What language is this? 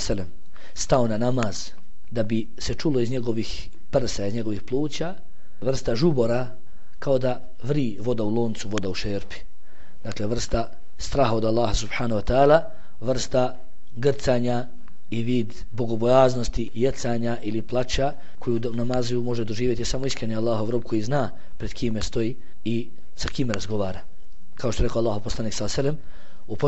Bosnian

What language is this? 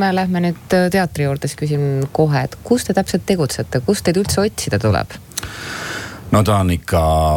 Estonian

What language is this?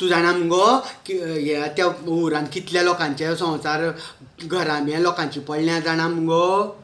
Konkani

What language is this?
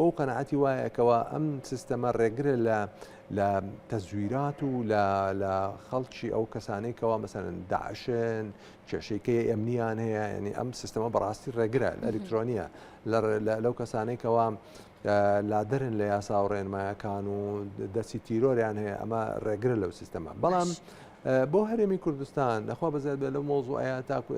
Central Kurdish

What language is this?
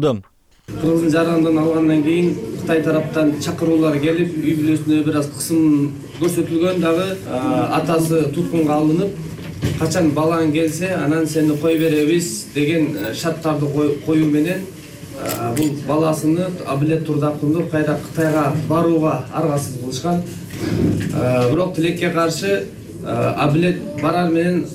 Kyrgyz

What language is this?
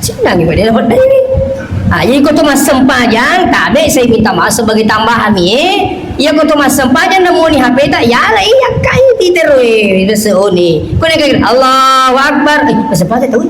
Buginese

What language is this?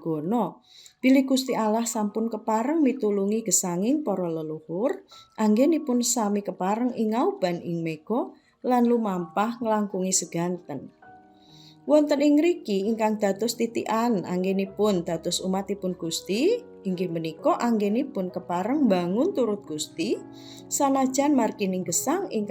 Javanese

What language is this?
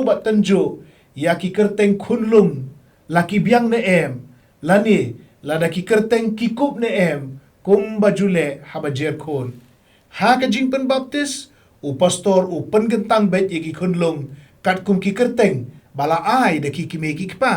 Khasi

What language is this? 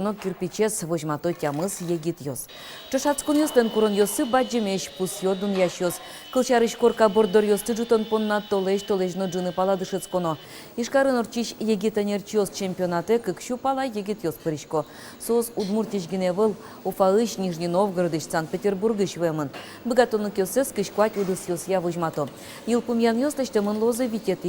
Udmurt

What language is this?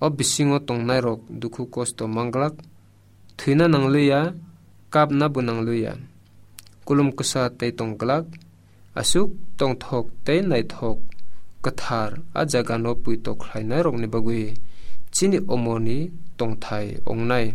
Kok Borok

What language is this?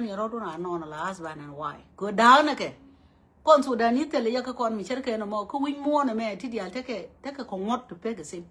Nuer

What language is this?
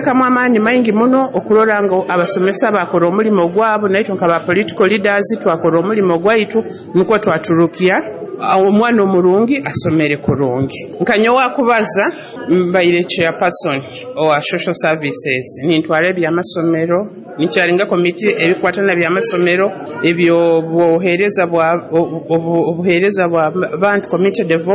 Nyoro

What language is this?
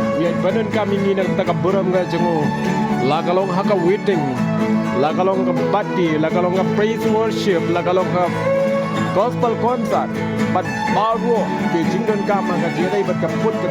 Khasi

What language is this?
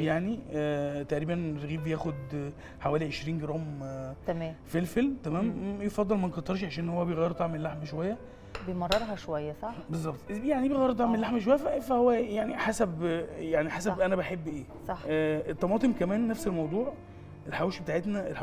Egyptian Arabic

